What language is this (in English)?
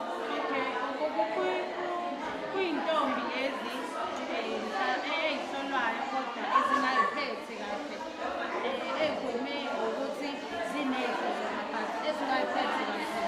Zulu